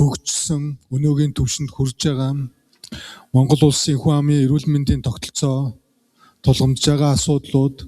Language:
Mongolian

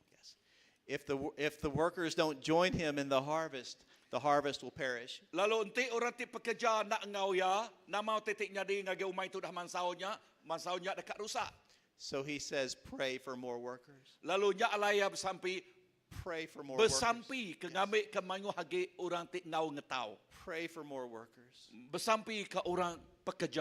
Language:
Iban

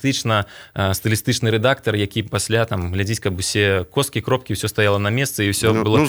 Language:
Belarusian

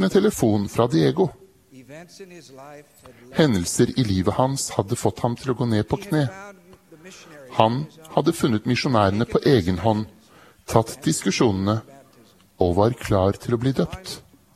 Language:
Norwegian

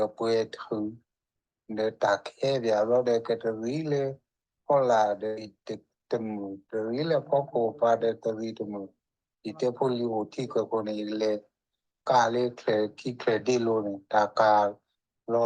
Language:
S'gaw Karen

